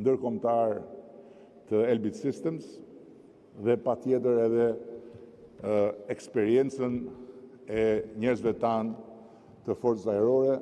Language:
Albanian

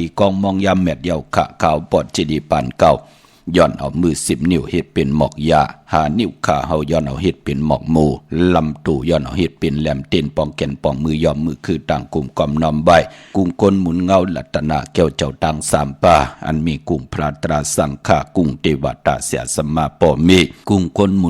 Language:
Shan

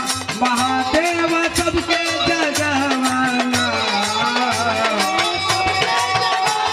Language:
Bhojpuri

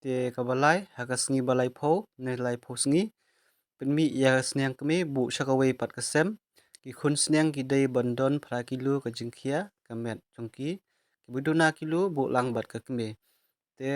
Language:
Khasi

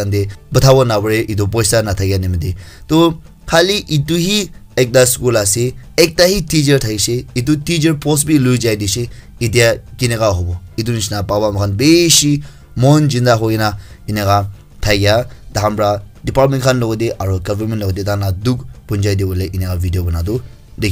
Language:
Naga Pidgin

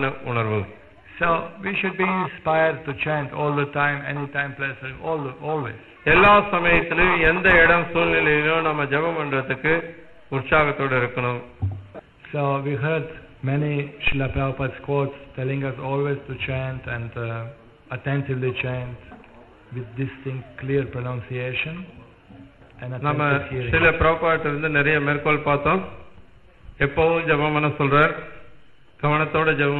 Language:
Tamil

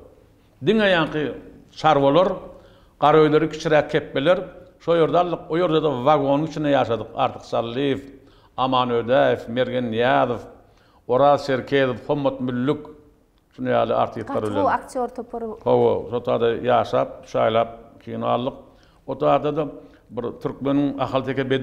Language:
Turkmen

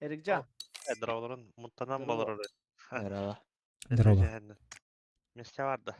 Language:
Yakut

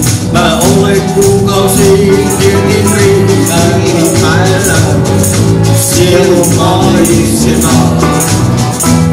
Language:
Finnish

